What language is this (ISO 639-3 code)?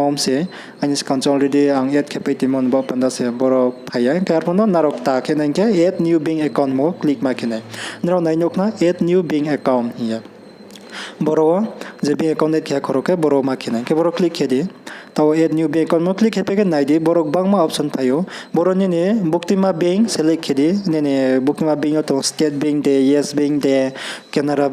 ria